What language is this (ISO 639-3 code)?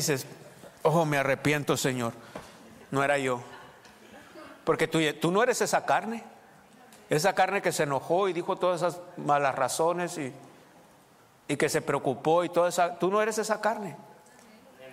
spa